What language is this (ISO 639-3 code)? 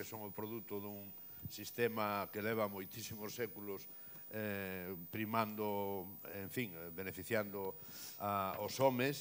glg